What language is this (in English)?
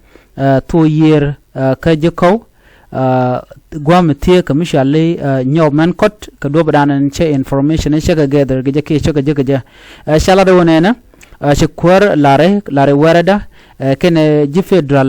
Nuer